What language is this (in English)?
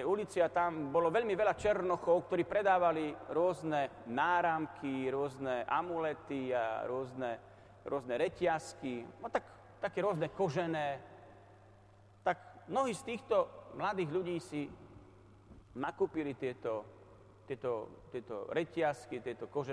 Slovak